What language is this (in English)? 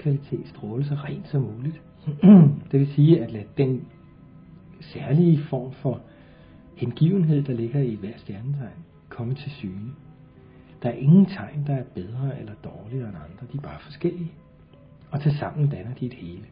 Danish